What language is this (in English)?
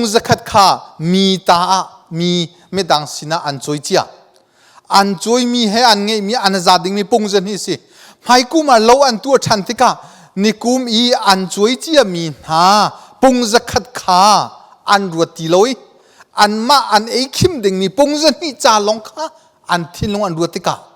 Hakha Chin